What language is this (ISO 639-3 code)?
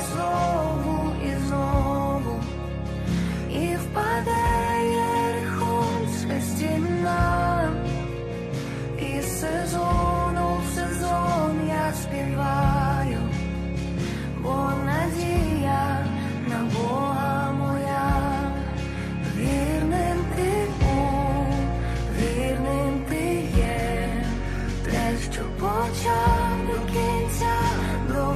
ukr